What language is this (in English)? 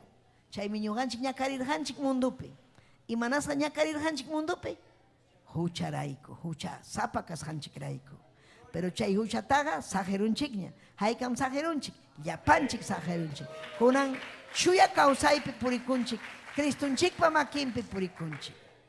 Ayacucho Quechua